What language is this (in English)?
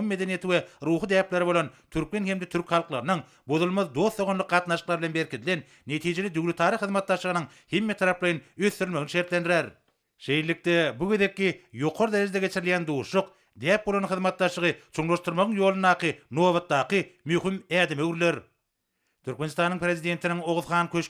Turkmen